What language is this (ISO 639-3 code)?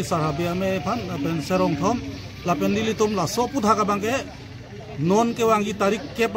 mjw